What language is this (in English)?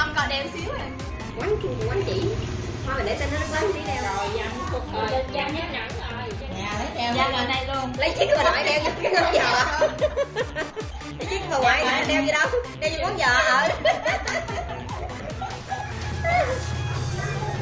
Vietnamese